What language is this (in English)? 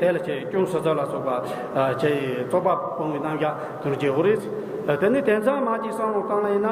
Tibetan